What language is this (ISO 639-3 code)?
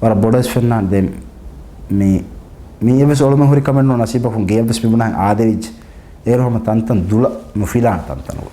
div